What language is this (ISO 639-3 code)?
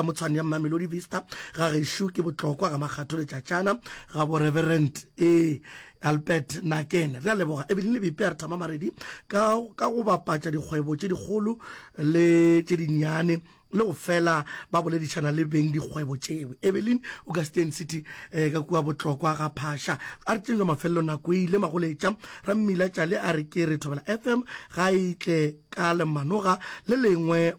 nso